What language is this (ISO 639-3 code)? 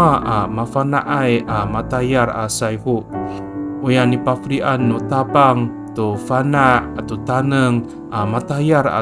ami